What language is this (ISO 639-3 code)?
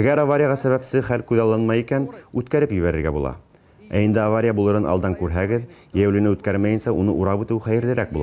bak